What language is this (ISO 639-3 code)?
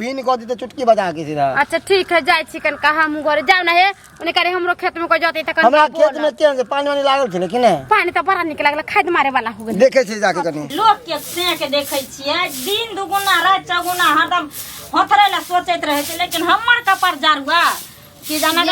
mai